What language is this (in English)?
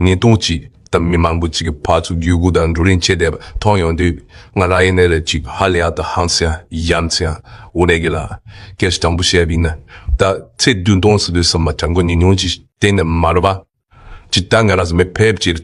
Tibetan